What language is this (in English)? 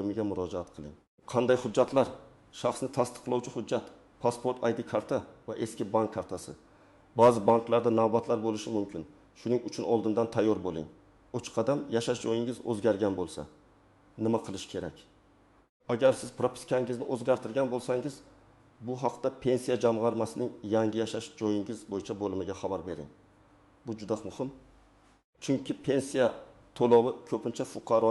Uzbek